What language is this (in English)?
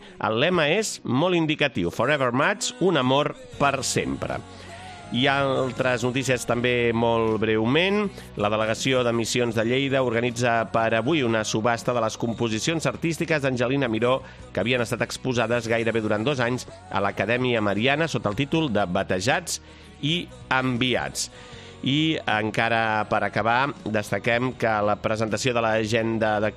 Catalan